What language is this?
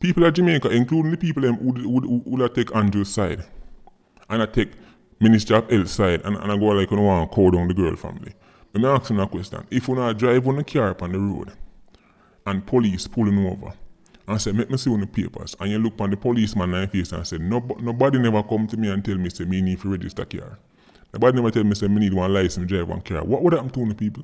Jamaican Creole English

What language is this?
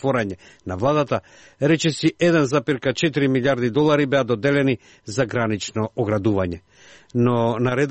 Macedonian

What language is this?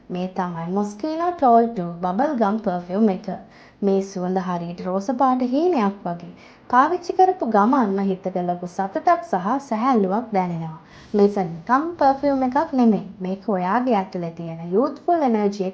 Sinhala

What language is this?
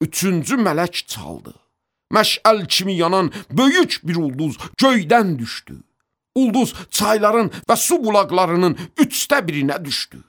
Azerbaijani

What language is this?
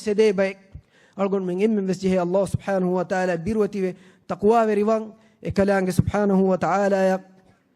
Divehi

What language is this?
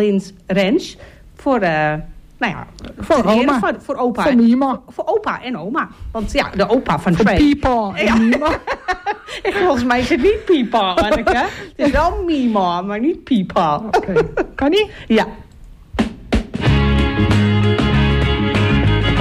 Dutch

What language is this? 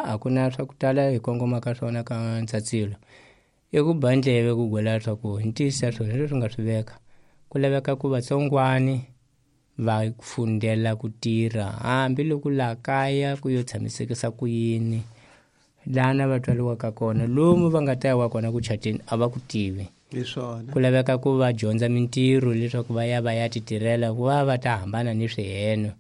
Tsonga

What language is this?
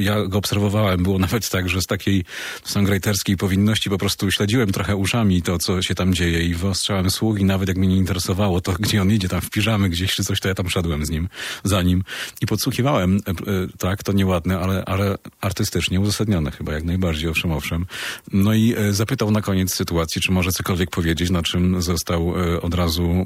Polish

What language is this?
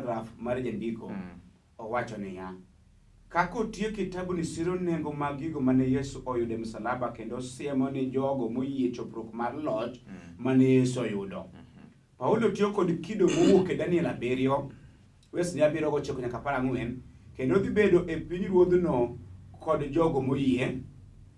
Luo (Kenya and Tanzania)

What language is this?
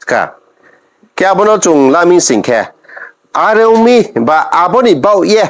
Riang (India)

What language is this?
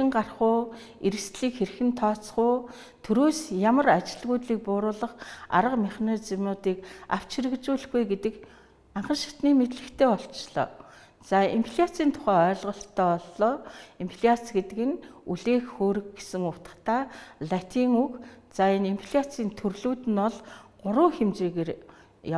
Mongolian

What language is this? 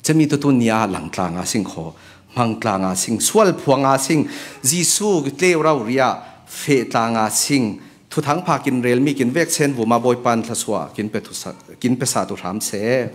Falam Chin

